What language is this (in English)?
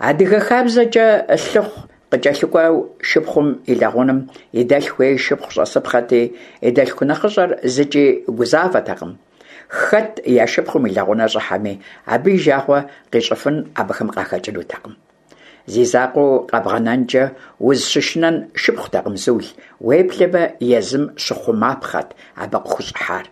Kabardian